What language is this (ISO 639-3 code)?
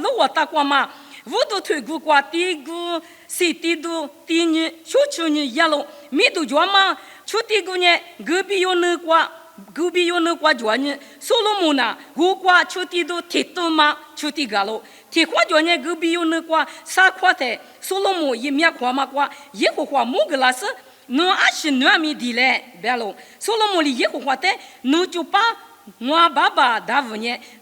lis